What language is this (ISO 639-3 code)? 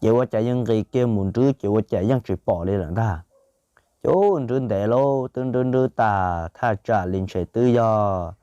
hmn